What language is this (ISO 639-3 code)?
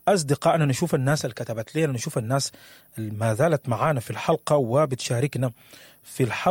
apd